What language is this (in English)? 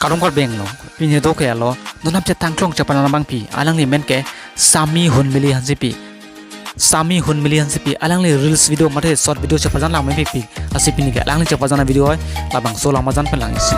Karbi